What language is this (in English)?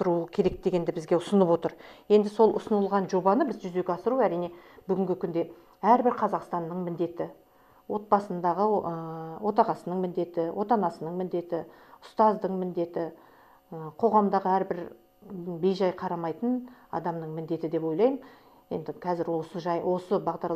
Kazakh